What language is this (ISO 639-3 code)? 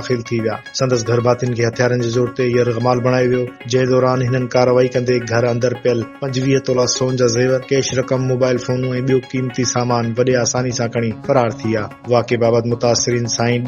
snd